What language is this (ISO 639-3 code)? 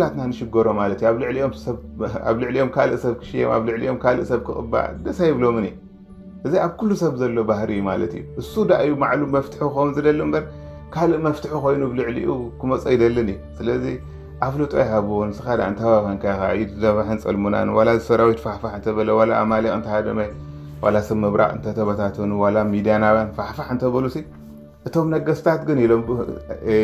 tir